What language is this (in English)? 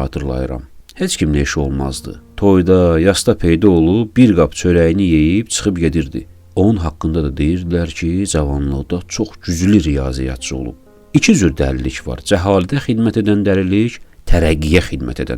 Azerbaijani